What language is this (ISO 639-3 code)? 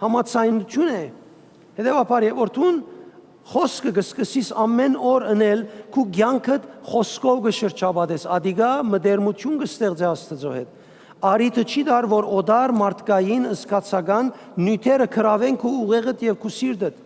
hyw